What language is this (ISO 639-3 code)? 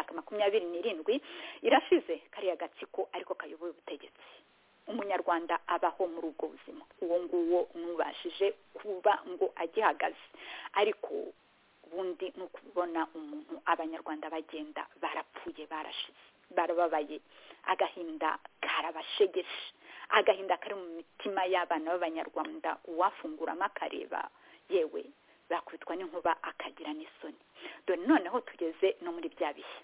kin